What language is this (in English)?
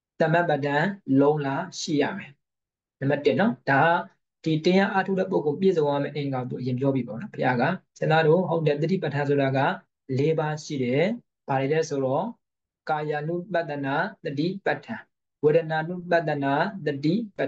Burmese